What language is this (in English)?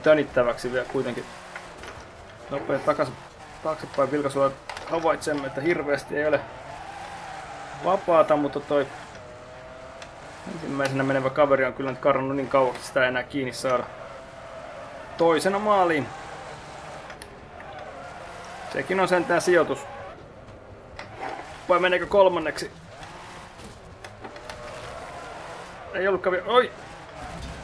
Finnish